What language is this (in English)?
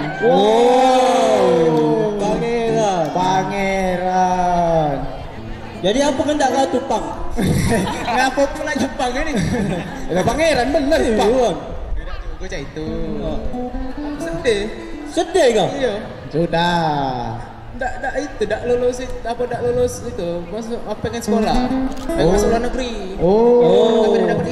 Musi